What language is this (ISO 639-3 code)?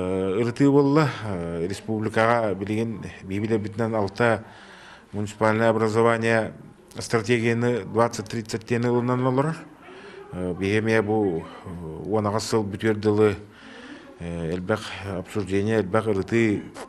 sah